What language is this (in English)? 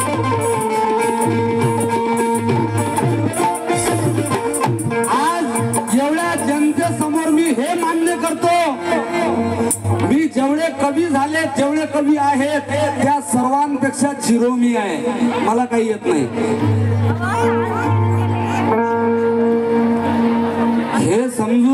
Marathi